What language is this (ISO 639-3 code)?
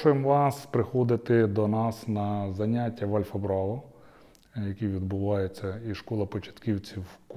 ukr